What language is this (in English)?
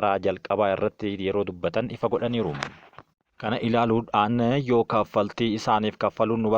Oromo